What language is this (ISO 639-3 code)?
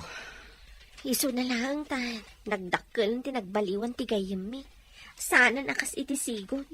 ilo